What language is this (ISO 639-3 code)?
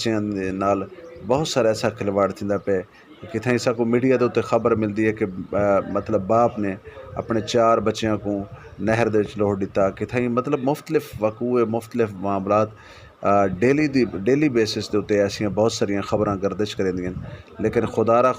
skr